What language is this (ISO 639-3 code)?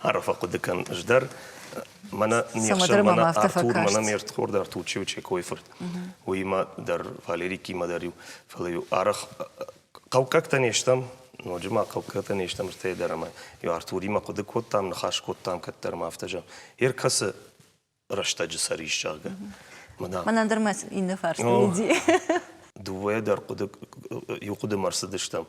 oss